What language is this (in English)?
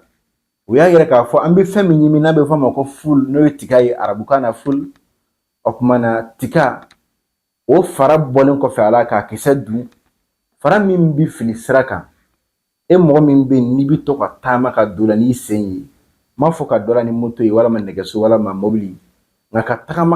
Bambara